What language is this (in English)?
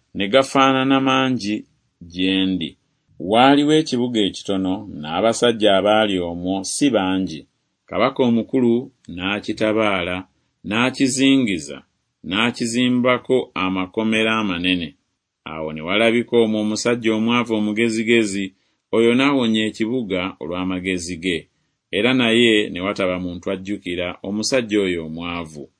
Ganda